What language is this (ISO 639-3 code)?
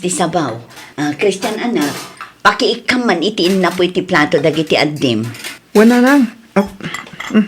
ilo